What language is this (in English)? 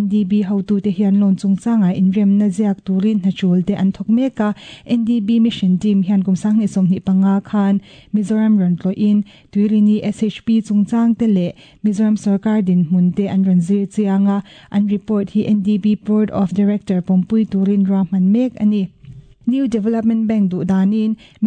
Mizo